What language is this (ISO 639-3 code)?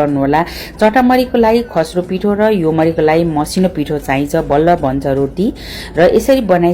nep